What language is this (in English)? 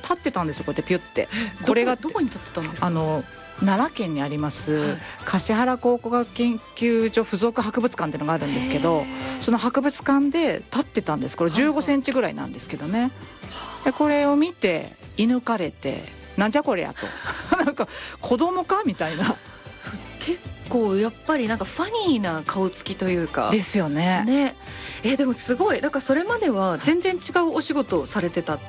Japanese